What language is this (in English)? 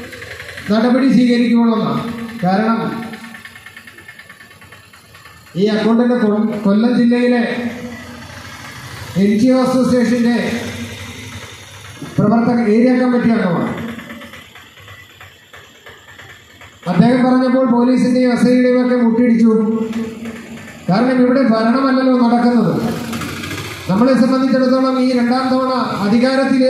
Malayalam